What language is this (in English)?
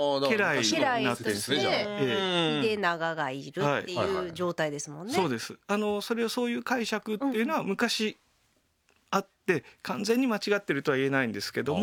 Japanese